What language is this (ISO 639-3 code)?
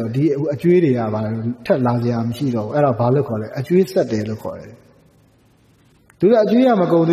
mya